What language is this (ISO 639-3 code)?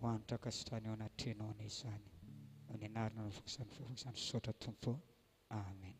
mlg